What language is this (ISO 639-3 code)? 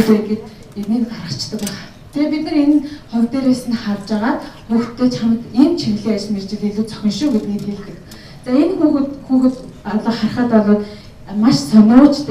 mon